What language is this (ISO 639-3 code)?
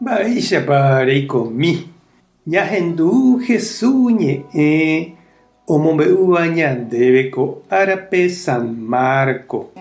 grn